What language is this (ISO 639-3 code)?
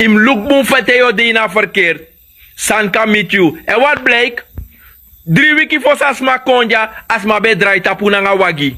srn